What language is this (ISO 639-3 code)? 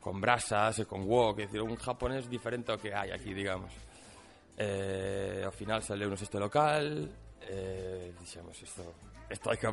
glg